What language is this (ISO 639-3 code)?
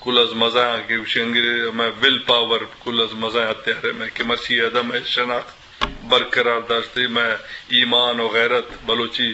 bgp